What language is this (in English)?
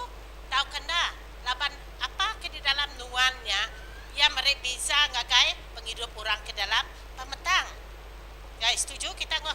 Iban